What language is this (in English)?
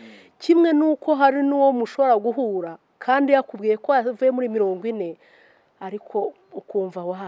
Kinyarwanda